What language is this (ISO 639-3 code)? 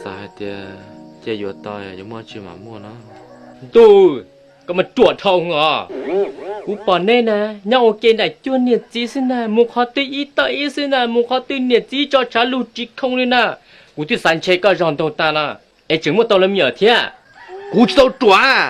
hmn